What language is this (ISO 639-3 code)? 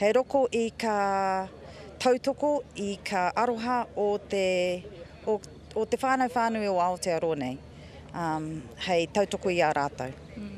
mri